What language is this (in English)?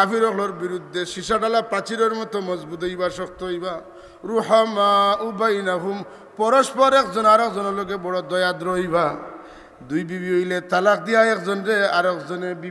Sylheti